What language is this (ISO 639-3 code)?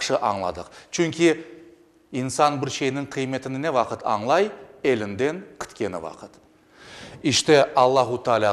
crh